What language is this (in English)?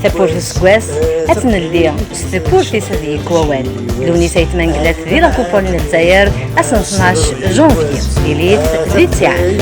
Kabyle